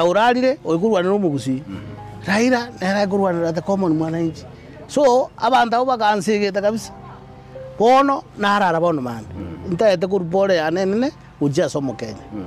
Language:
Gusii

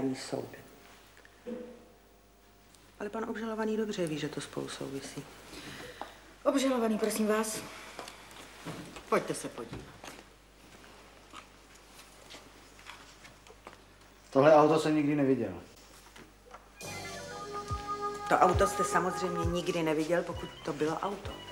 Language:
Czech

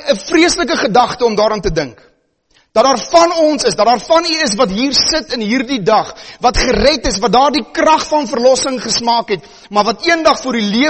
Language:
Afrikaans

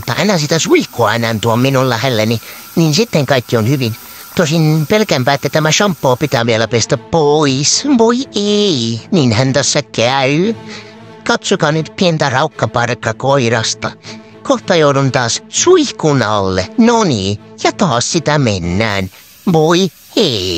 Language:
Finnish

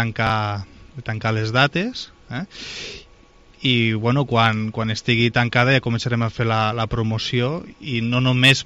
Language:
Catalan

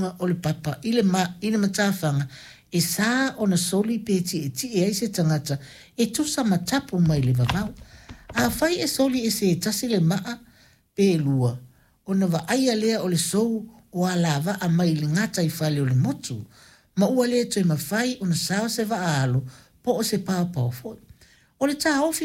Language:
Samoan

